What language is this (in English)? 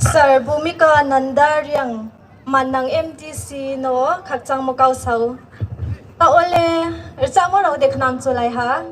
Riang (India)